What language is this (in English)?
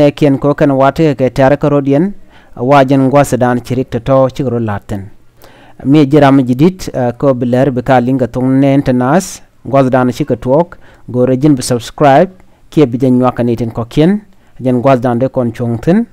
Nuer